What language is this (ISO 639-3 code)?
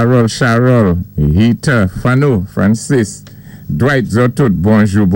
acf